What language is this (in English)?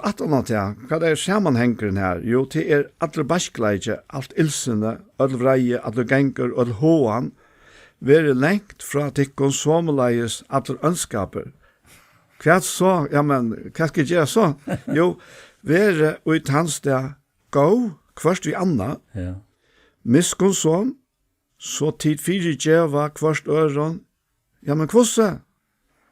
Faroese